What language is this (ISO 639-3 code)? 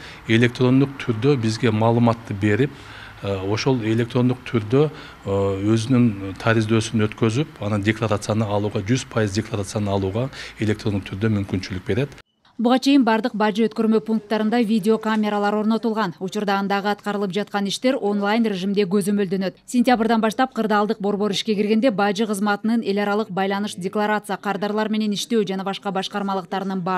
kir